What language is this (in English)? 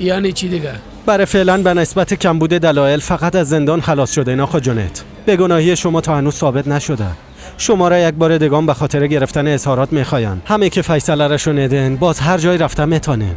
Persian